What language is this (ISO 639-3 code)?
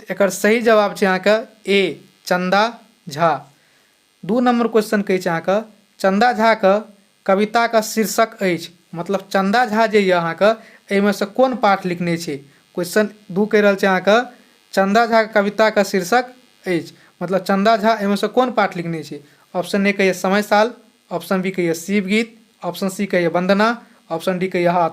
mai